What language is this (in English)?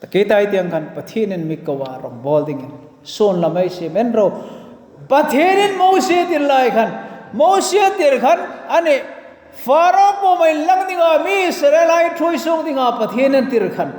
Hmar